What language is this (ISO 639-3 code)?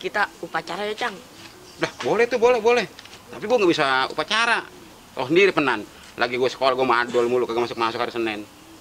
bew